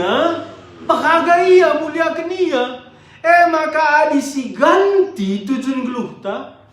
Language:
Batak Karo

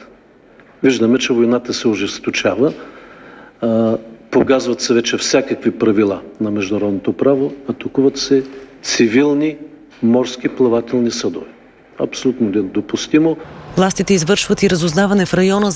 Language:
Bulgarian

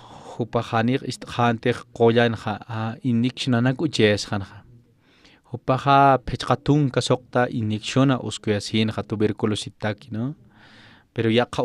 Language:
Aymara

